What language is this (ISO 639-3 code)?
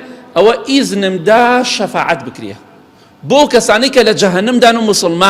ckb